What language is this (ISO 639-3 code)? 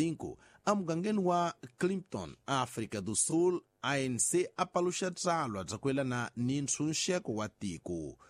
tso